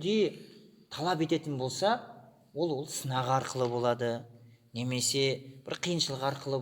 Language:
Kazakh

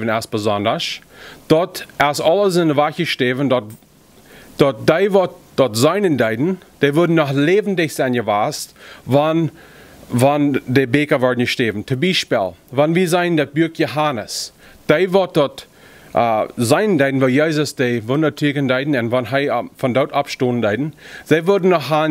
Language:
Plautdietsch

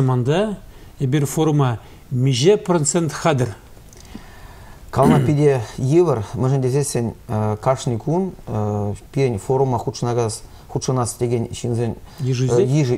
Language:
Chuvash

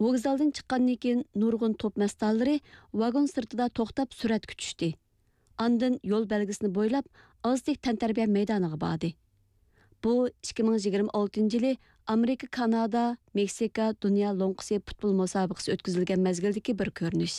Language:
Uyghur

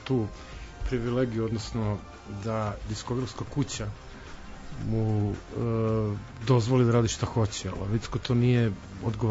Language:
Serbian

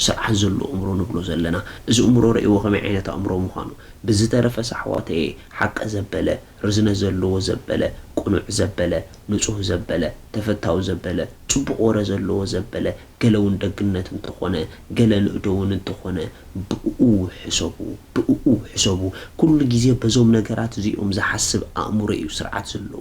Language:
Tigrinya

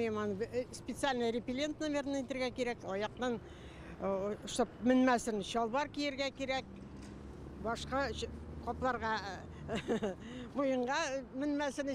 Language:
Tatar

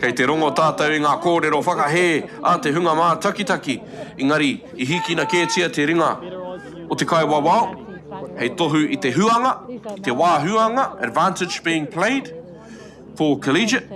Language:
Māori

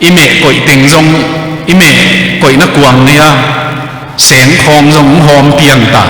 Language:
Tedim Chin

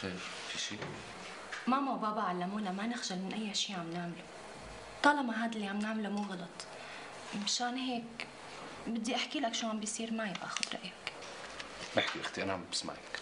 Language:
North Levantine Arabic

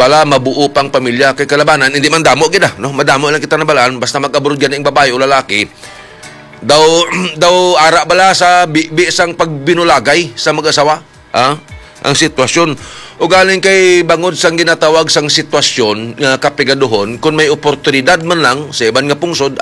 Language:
Hiligaynon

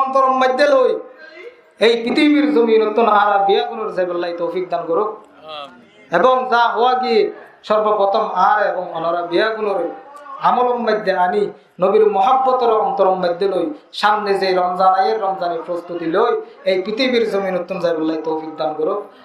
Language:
Rohingya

